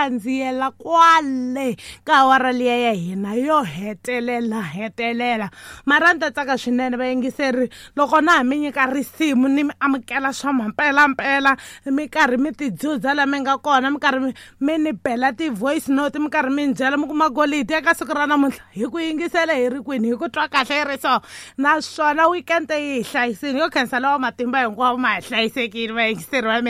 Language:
Tsonga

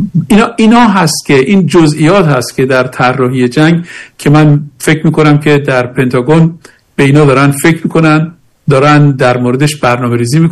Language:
Persian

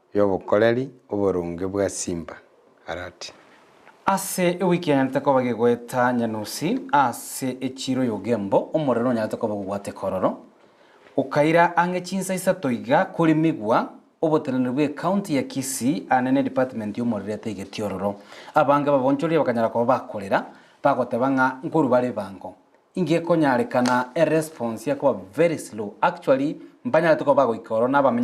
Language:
Gusii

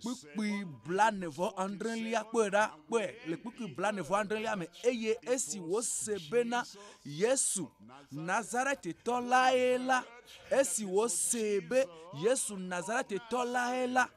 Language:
Ewe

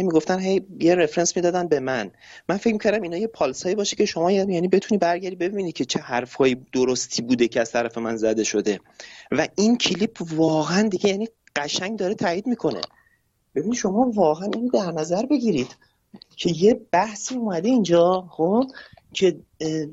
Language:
Persian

